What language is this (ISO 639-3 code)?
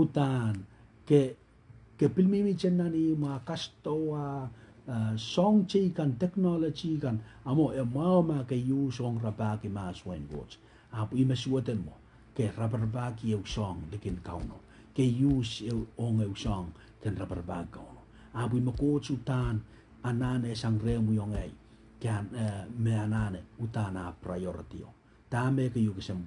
pon